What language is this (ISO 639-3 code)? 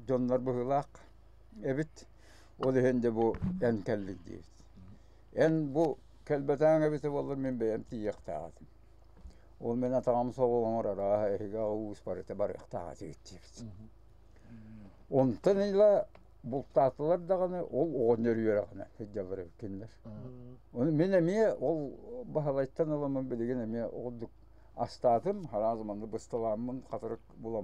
sah